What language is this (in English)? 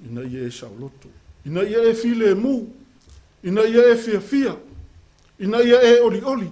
Samoan